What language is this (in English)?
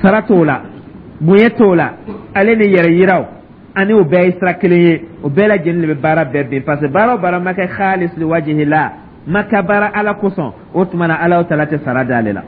Dyula